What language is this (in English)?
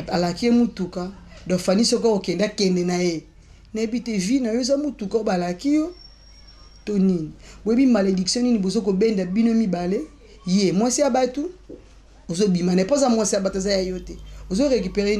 Lingala